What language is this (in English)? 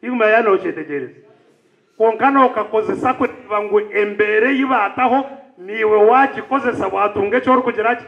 Nyankole